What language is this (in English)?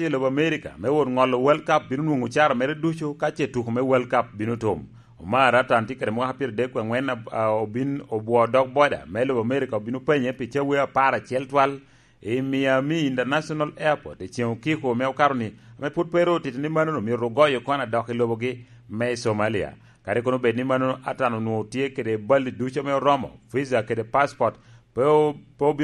Lango (Uganda)